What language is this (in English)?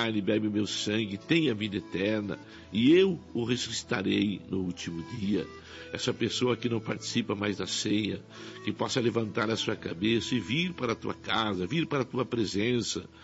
Portuguese